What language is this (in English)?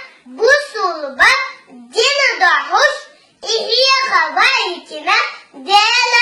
Chechen